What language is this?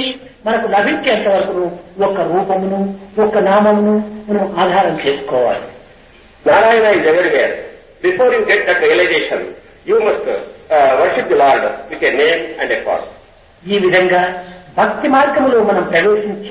Telugu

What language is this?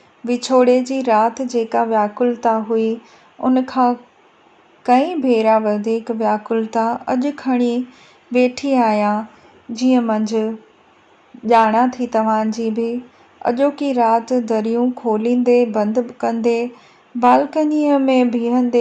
Sindhi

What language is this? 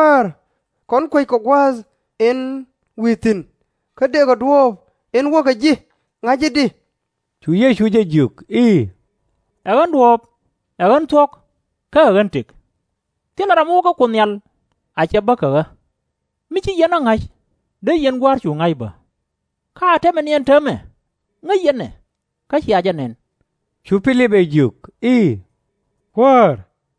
Nuer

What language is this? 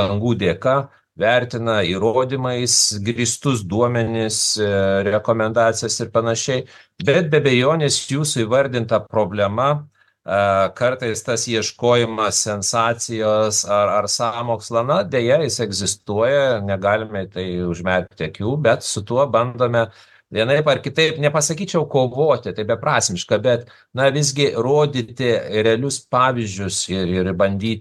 Lithuanian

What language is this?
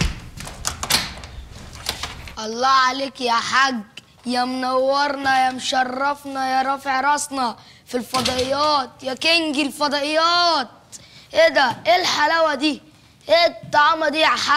Egyptian Arabic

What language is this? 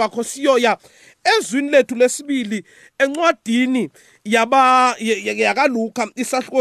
South Ndebele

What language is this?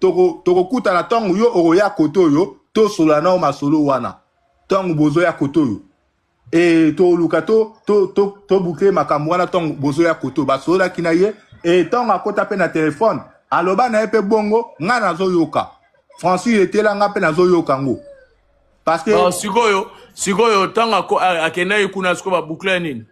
Lingala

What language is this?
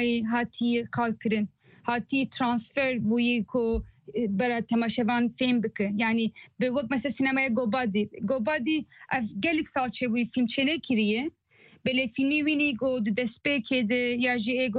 Kurdish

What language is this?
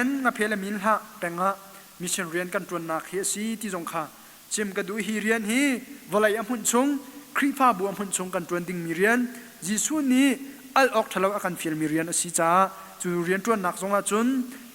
Hakha Chin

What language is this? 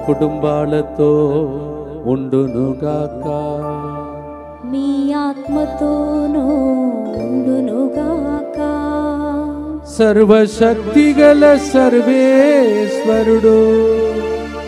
Telugu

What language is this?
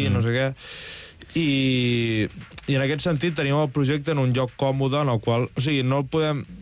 Catalan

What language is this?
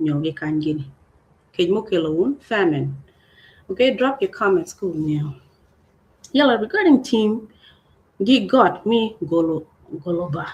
Acoli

